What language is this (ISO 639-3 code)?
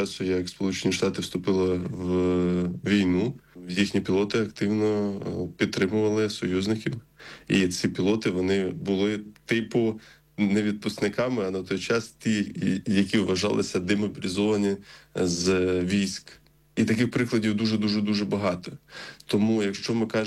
ukr